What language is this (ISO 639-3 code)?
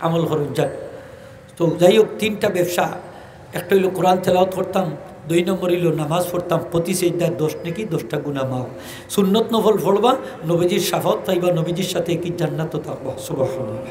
syl